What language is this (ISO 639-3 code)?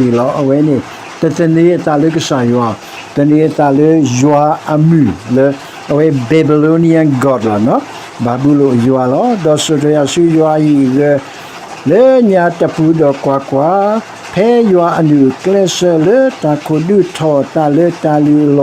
ksw